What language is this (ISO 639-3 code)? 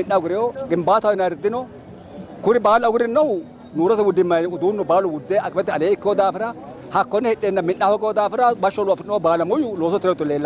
sid